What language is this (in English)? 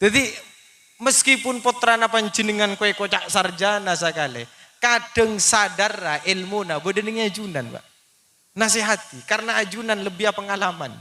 Madurese